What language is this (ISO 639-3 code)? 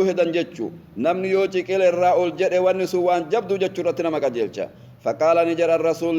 orm